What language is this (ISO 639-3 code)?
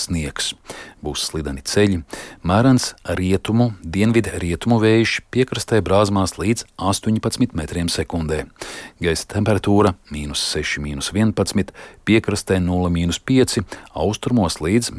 lav